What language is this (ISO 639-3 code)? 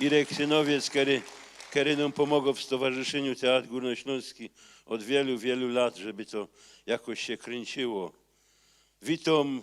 szl